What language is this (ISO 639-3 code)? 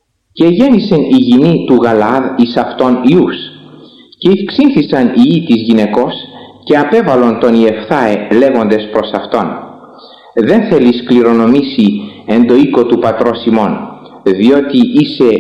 ell